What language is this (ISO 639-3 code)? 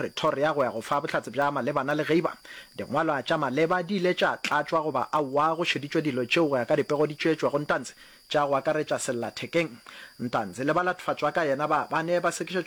nso